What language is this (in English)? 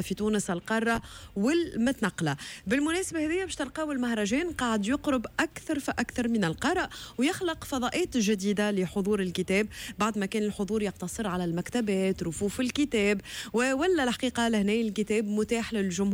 Tunisian Arabic